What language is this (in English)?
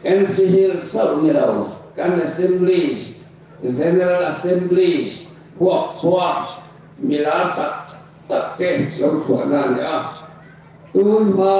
Hmar